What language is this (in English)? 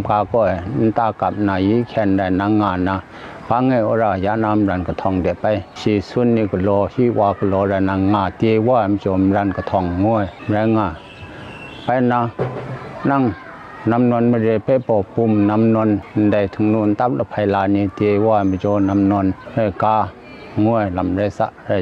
Kachin